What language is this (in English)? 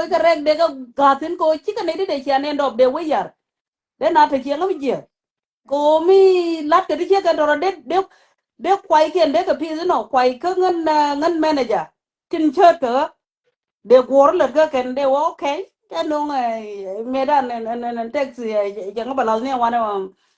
Nuer